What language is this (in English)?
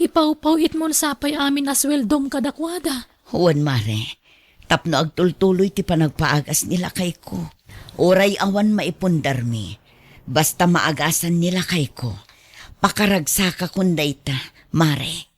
Iloko